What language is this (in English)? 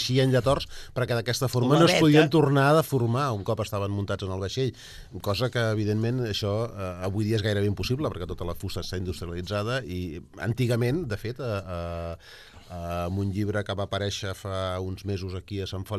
Catalan